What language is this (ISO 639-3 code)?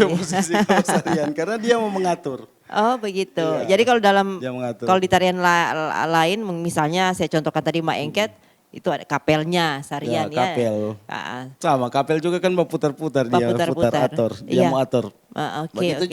xmm